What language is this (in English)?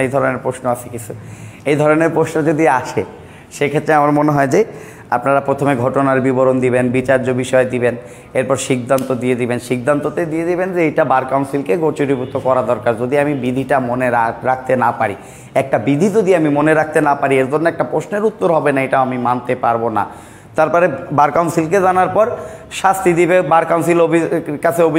Bangla